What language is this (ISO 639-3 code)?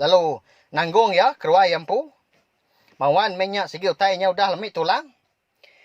iba